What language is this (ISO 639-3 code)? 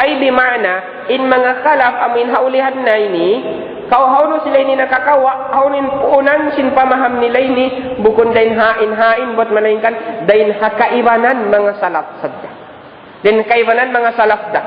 tsg